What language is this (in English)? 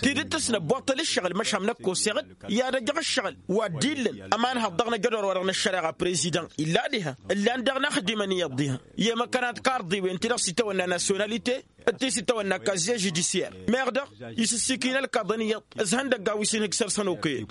Tamasheq